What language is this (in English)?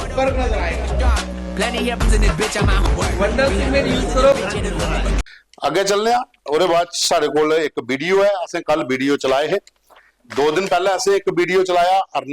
Dogri